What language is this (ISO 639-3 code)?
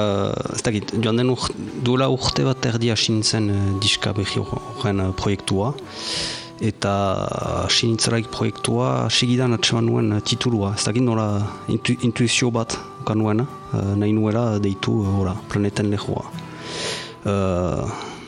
eus